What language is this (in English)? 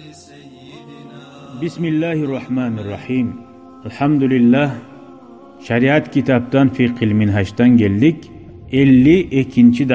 Kumyk